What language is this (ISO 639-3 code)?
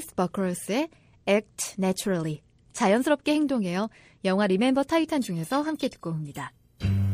kor